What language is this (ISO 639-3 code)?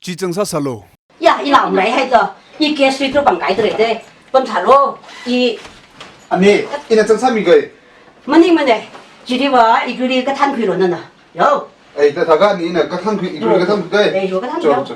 nmf